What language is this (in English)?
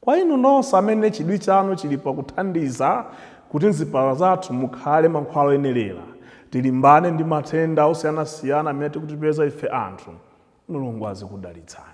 Nyanja